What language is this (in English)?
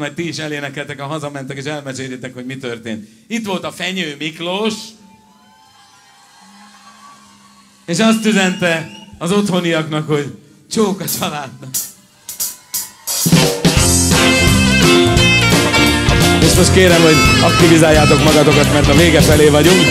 Hungarian